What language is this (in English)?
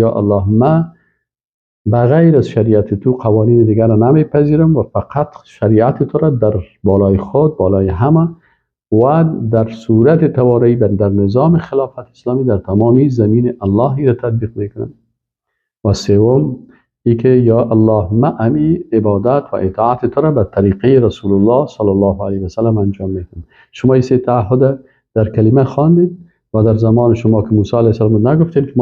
Persian